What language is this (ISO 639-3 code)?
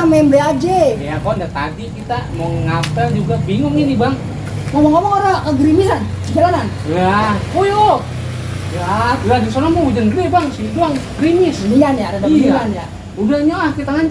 bew